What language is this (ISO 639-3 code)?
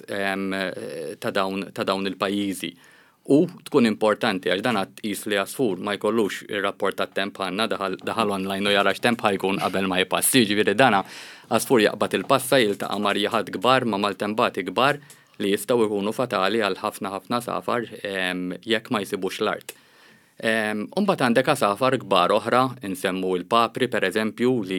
mlt